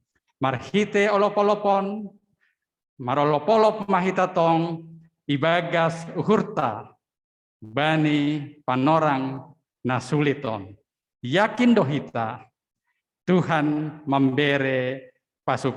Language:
Batak Simalungun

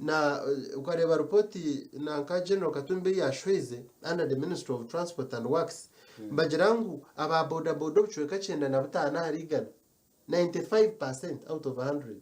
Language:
Nyankole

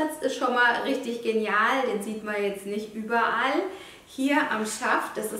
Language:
German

